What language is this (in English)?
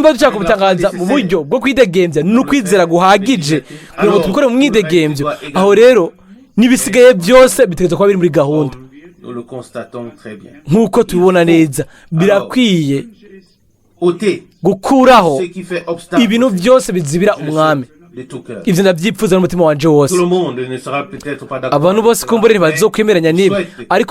Rundi